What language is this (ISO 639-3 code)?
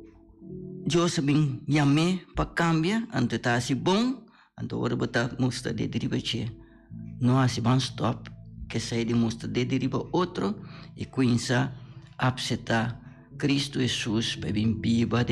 pap